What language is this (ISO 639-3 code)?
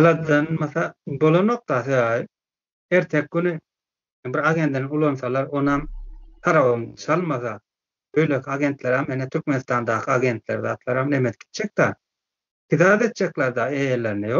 tuk